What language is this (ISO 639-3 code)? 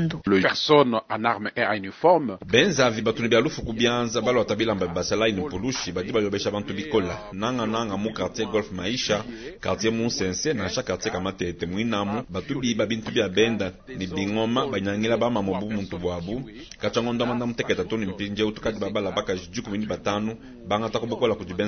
lua